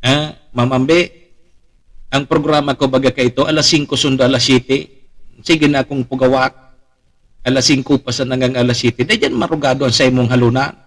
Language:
Bikol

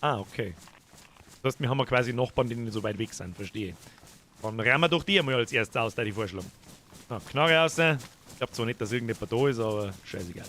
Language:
Bavarian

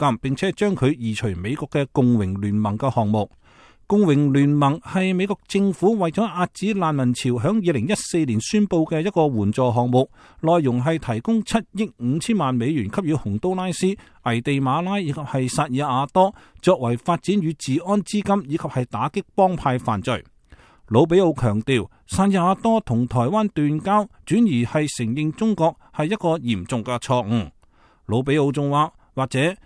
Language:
Cantonese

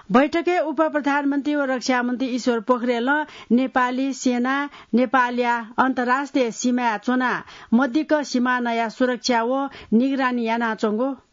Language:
Newari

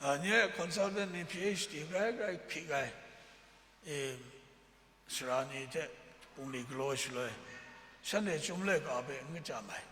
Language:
Kachin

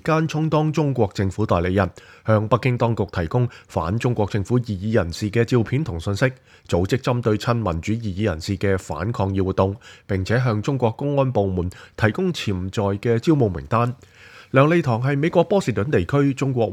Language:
Cantonese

